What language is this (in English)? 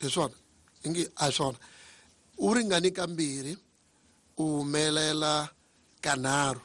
Tsonga